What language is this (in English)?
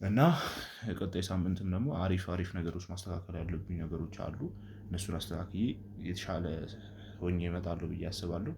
Amharic